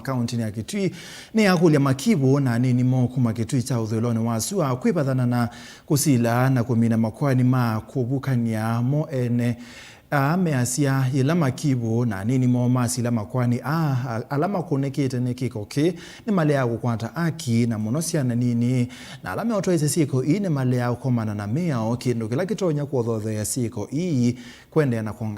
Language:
Kamba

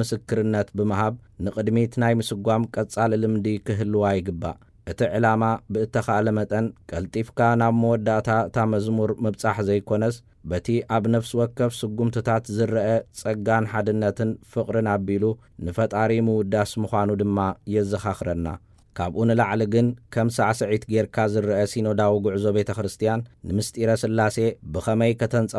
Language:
Tigrinya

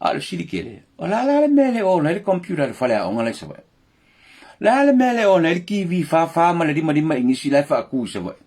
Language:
Samoan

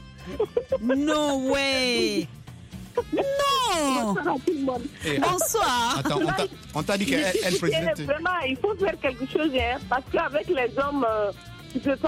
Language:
French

